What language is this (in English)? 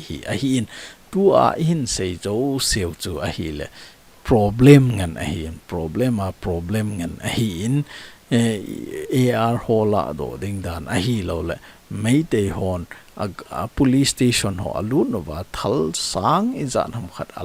Thado Chin